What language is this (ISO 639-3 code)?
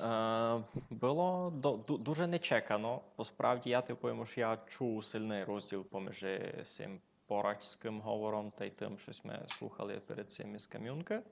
rue